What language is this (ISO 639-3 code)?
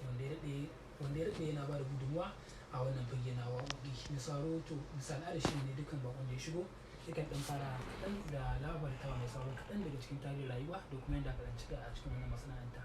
hau